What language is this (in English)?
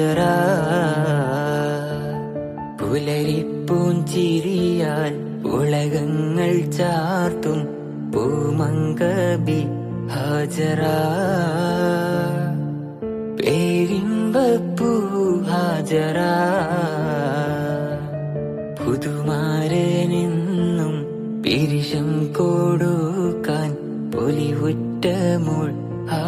Malayalam